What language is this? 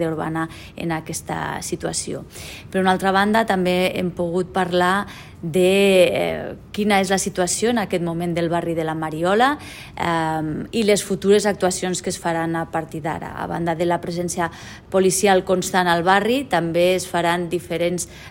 Catalan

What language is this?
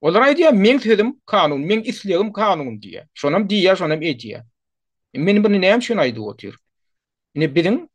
Turkmen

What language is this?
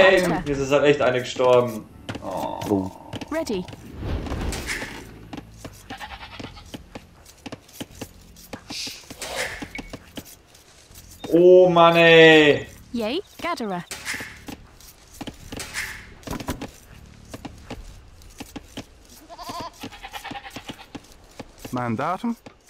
German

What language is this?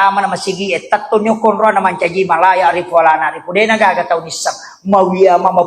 Buginese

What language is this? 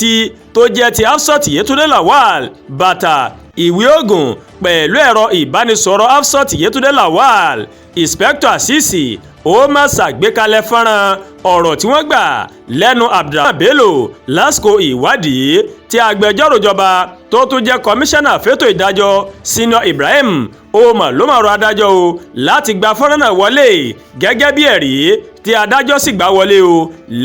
Yoruba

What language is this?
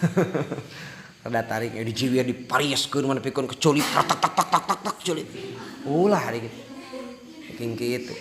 Sundanese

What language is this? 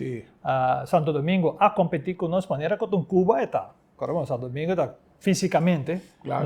Papiamento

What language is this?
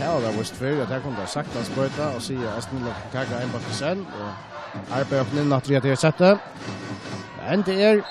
Faroese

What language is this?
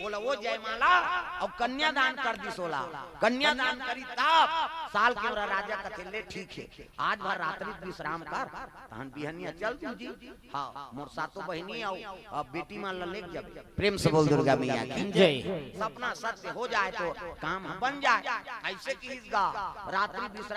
Chhattisgarhi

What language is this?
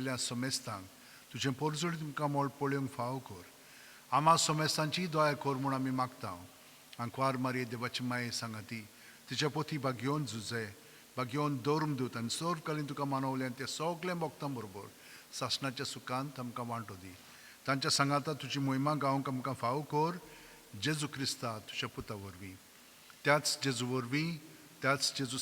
Konkani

